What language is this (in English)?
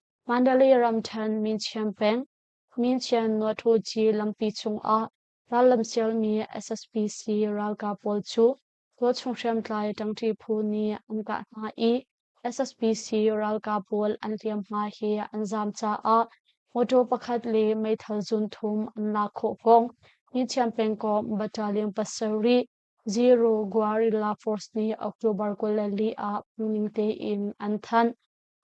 Hakha Chin